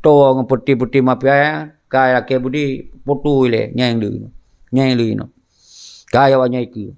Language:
Achinese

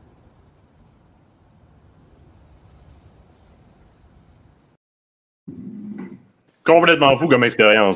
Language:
French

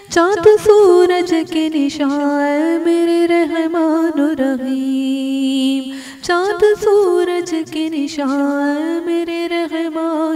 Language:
Urdu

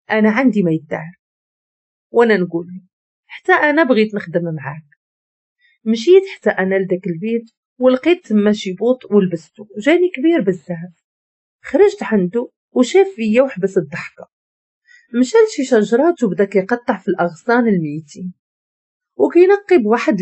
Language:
Moroccan Arabic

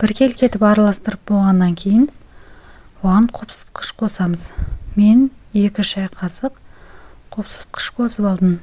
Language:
Kazakh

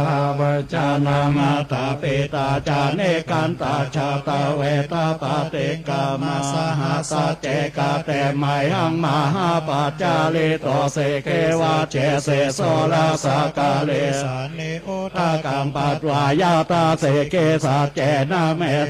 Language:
Pali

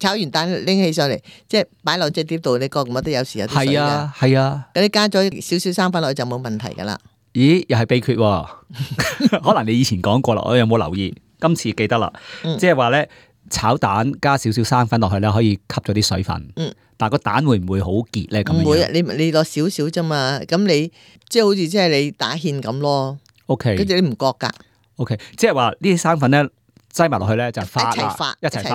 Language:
Cantonese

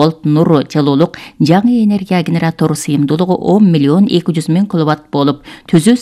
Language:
Kyrgyz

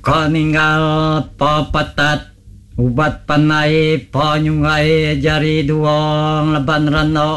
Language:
Iban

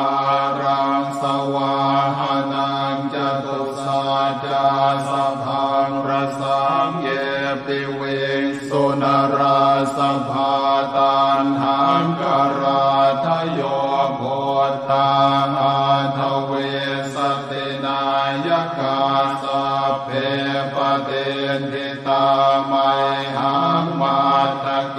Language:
Pali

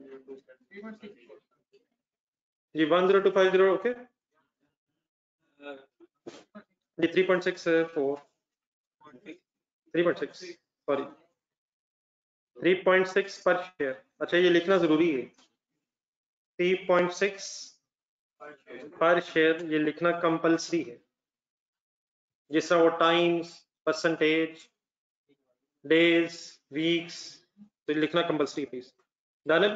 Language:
Hindi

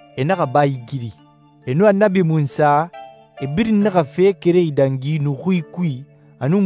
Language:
Susu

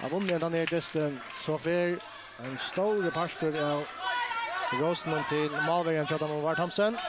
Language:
Faroese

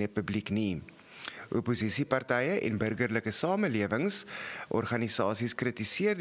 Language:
Afrikaans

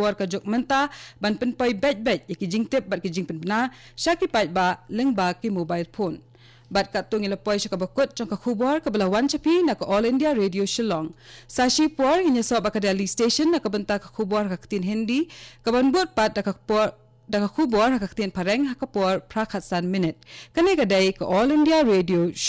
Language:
Khasi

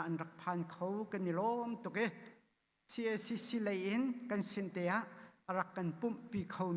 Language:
Hakha Chin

